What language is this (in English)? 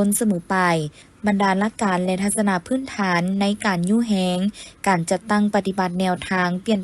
Lao